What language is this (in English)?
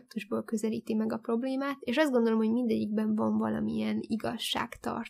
Hungarian